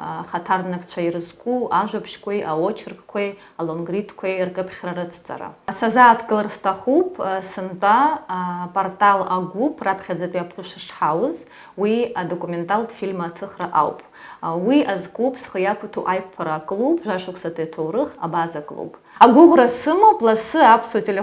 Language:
Abkhazian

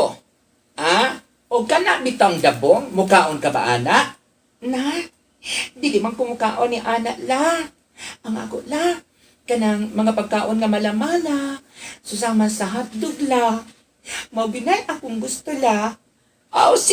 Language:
Cebuano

